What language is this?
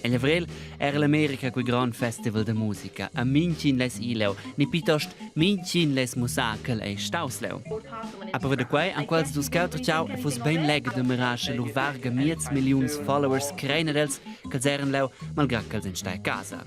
Romansh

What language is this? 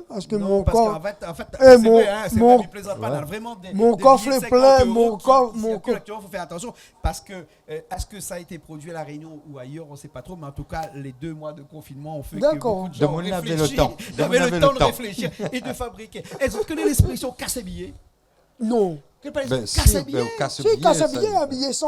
Réunion Creole French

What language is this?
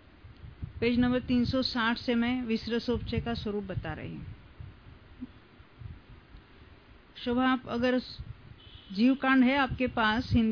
Hindi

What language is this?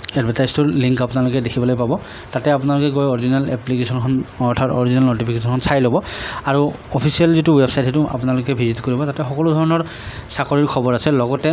Assamese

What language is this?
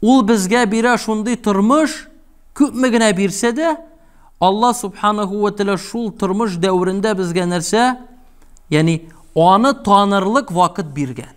Tatar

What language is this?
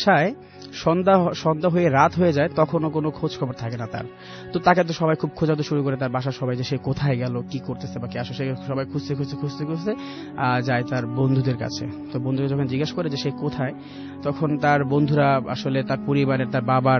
Bangla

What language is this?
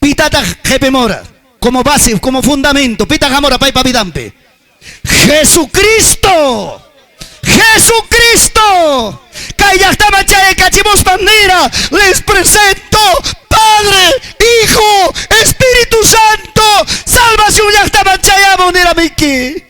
Ayacucho Quechua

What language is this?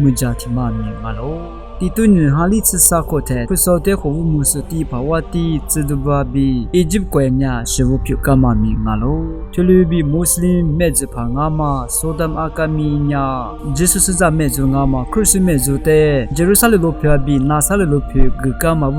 Lisu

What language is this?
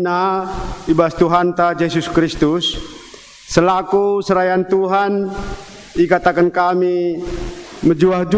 Batak Karo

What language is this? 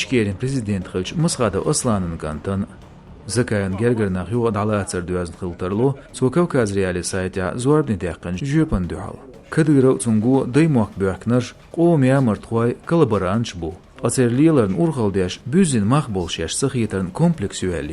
Chechen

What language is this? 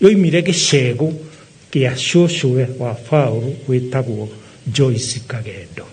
Kikuyu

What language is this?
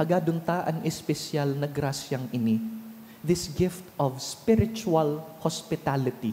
Bikol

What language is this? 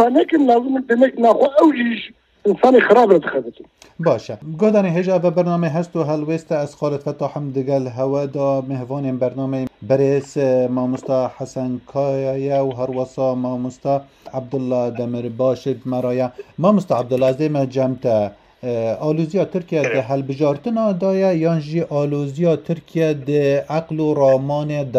Kurdish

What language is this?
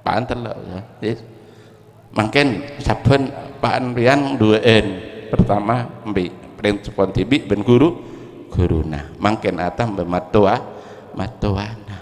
Madurese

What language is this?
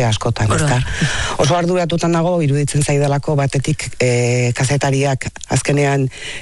Basque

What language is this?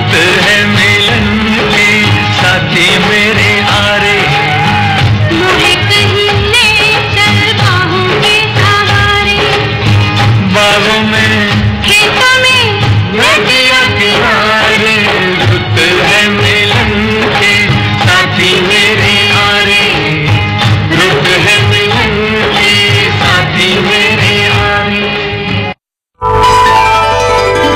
Hindi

